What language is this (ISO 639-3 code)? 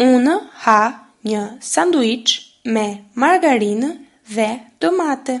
sqi